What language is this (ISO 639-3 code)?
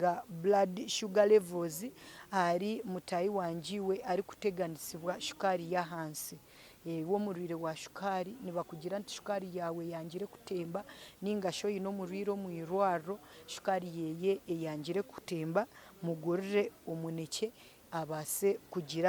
nyn